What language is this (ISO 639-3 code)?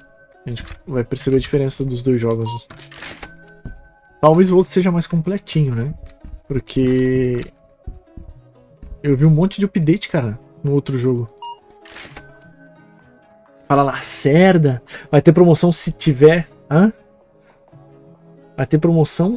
por